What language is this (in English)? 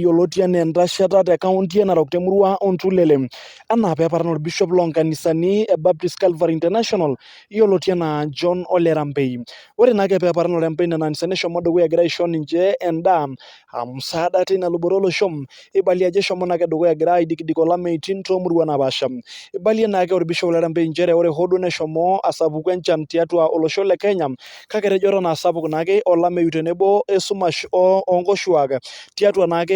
Masai